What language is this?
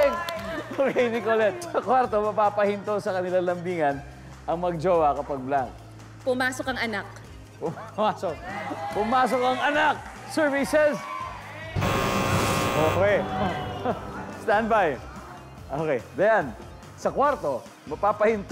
Filipino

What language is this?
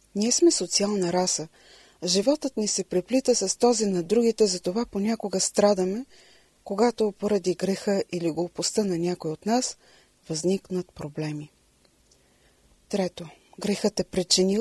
Bulgarian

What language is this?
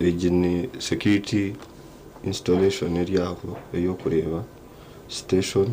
Nyankole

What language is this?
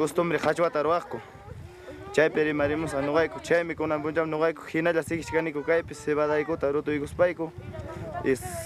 Ayacucho Quechua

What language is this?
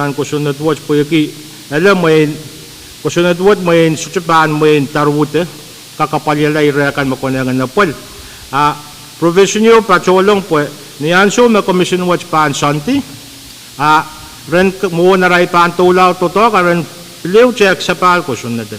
Pohnpeian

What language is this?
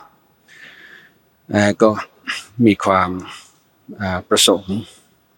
Thai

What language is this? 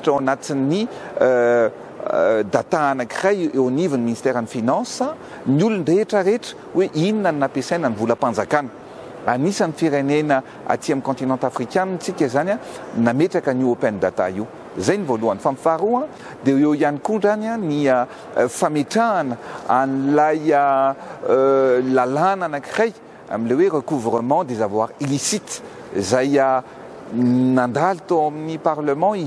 Malagasy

